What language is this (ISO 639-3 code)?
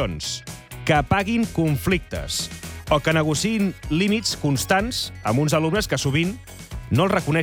cat